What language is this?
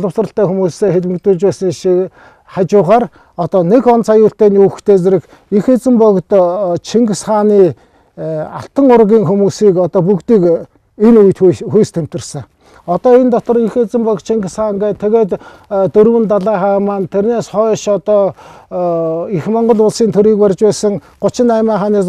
Mongolian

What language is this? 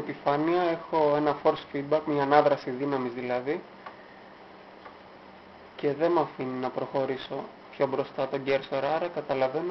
Greek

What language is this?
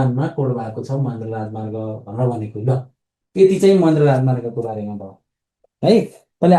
Nepali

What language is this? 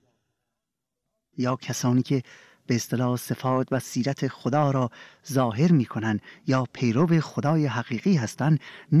Persian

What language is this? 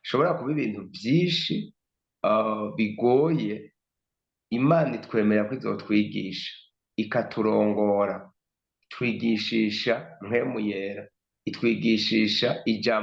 Rundi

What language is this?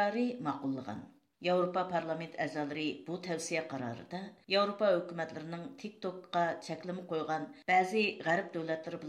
Uyghur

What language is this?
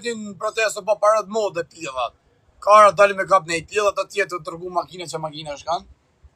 Albanian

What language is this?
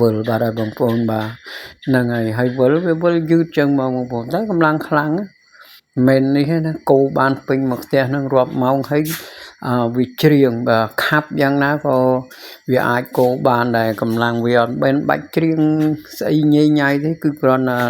Khmer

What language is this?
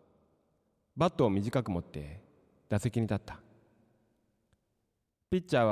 Japanese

